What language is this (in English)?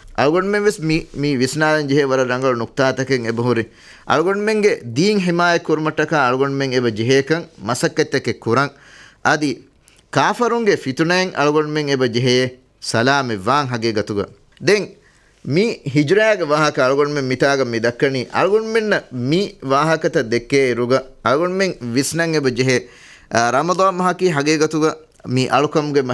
Divehi